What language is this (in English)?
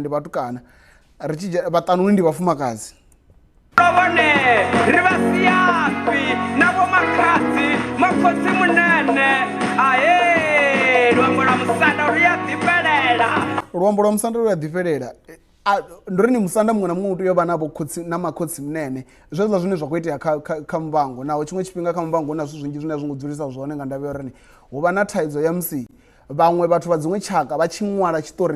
Venda